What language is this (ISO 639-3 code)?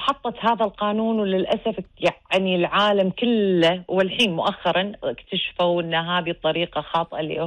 afb